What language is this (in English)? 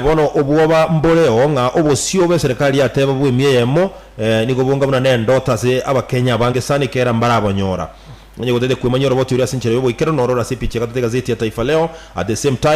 Gusii